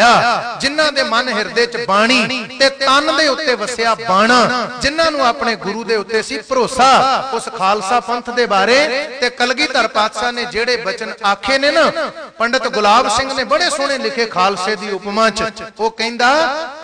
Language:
Punjabi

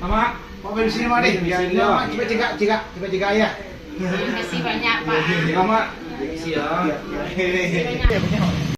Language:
Minangkabau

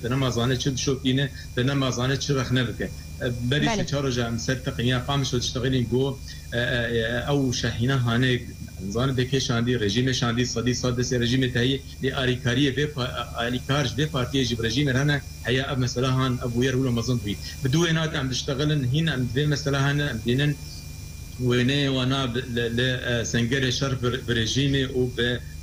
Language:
Kurdish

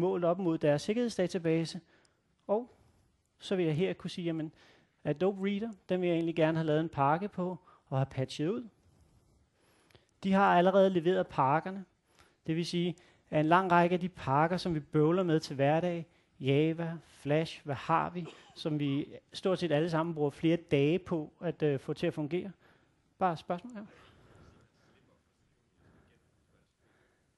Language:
Danish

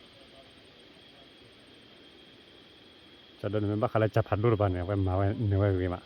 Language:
S'gaw Karen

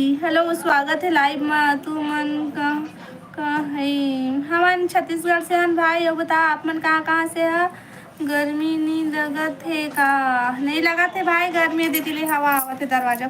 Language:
Chhattisgarhi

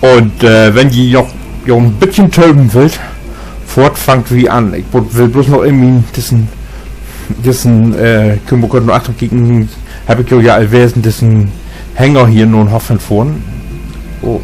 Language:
Low German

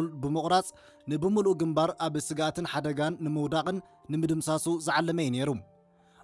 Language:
Tigrinya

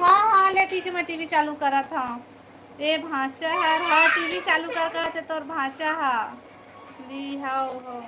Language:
Chhattisgarhi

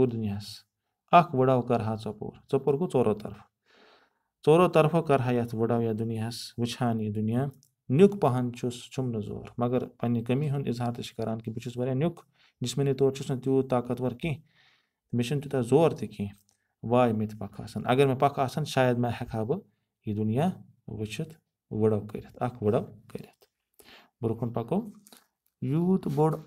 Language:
Kashmiri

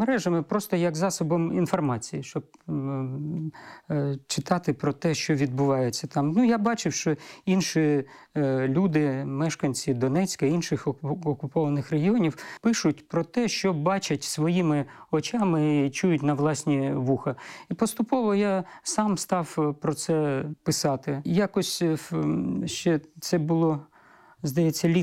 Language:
Ukrainian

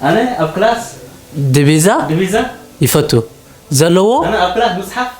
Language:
Tigrinya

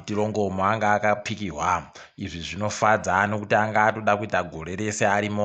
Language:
Ndau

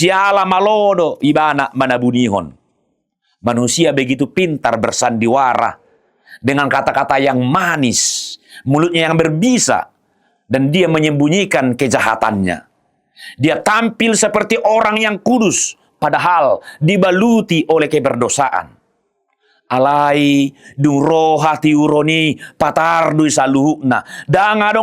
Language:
Batak Toba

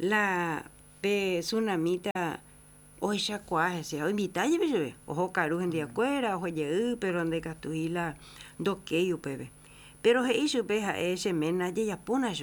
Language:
Guarani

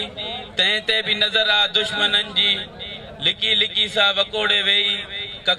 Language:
Sindhi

